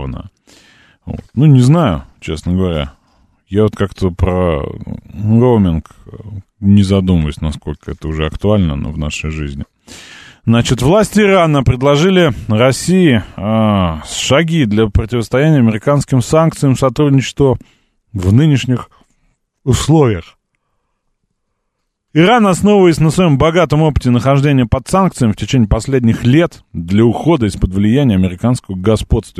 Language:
Russian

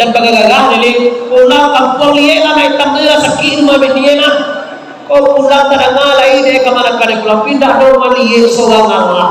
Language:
Minangkabau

